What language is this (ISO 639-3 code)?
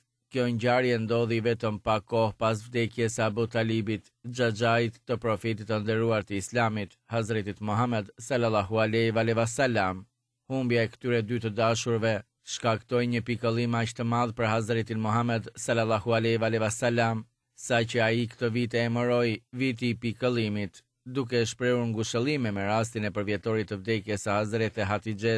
sqi